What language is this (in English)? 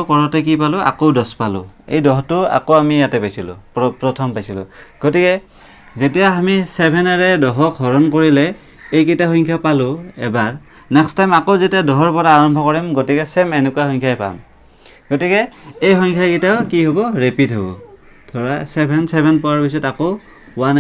Assamese